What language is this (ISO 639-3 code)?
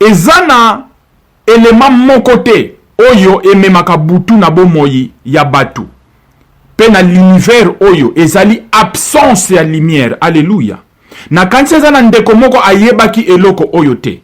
lin